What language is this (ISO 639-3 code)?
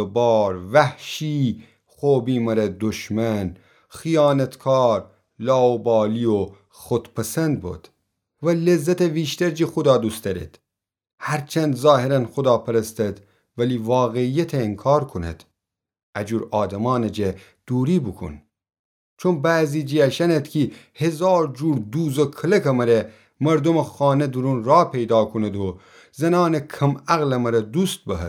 glk